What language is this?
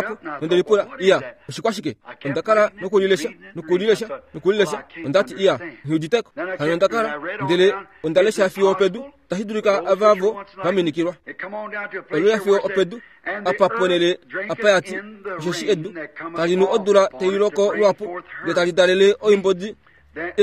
Kuanyama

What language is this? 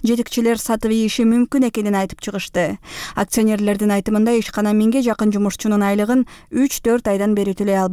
Kyrgyz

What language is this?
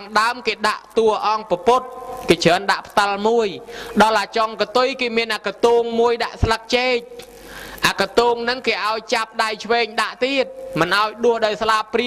Khmer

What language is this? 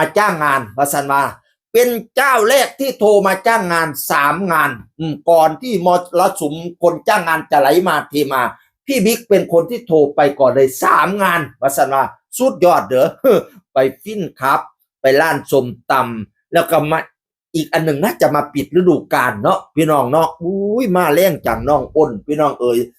Northeastern Thai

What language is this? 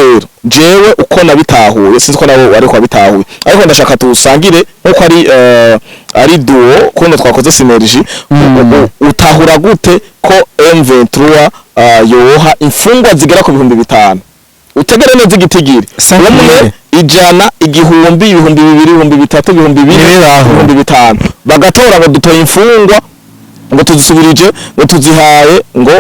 Rundi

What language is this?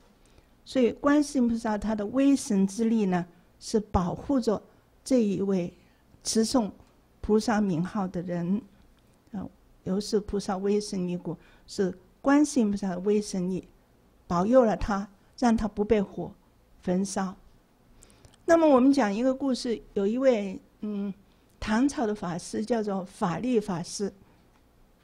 Chinese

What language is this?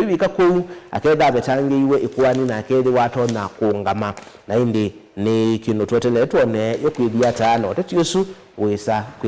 Kamba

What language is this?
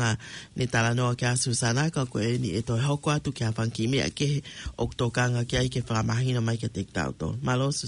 Tongan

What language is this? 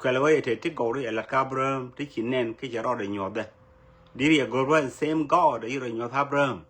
Nuer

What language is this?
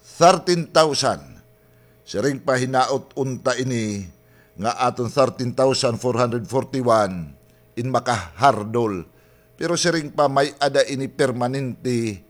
Waray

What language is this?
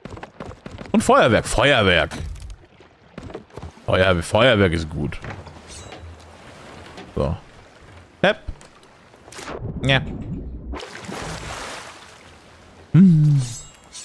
German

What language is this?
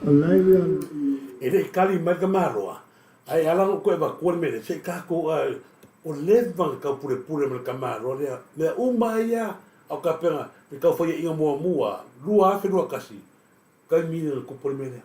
Samoan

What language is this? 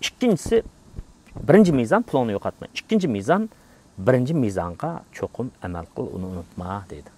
Uyghur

